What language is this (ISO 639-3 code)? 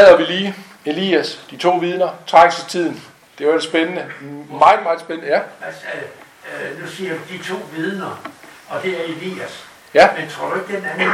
dan